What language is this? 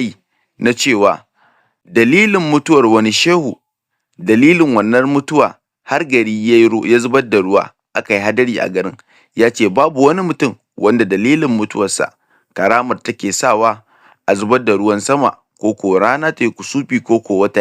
Hausa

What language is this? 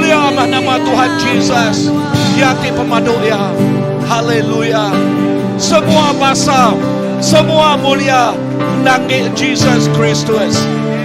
Iban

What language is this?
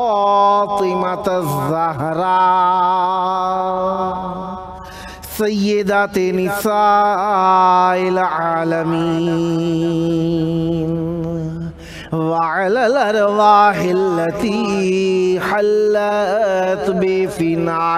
Urdu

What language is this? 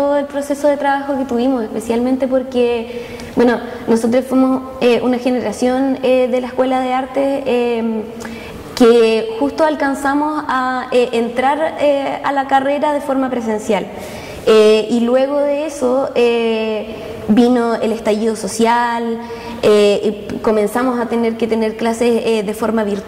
Spanish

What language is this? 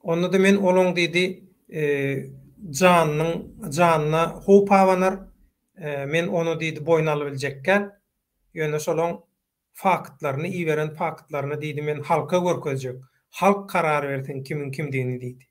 Turkmen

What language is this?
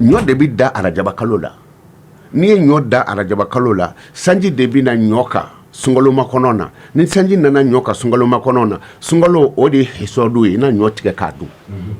Bambara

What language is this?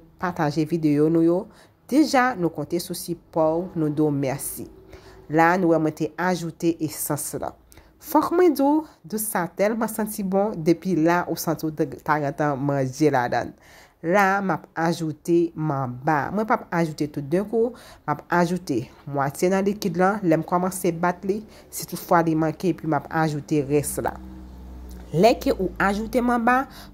Haitian Creole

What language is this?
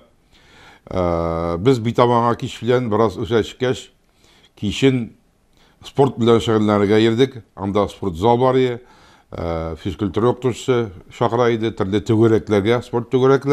Tatar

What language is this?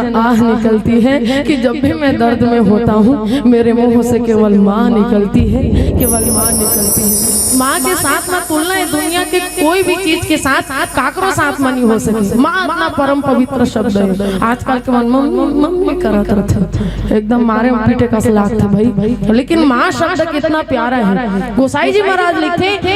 Chhattisgarhi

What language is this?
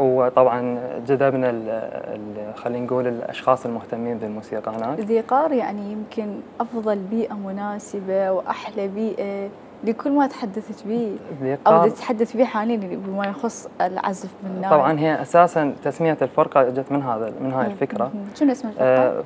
Mesopotamian Arabic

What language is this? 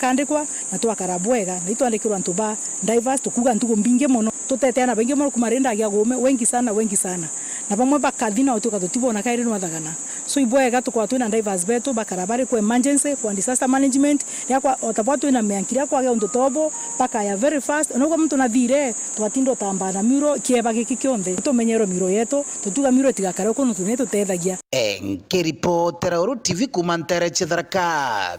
Meru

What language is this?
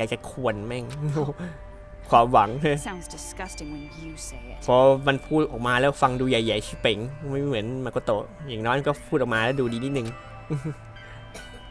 Thai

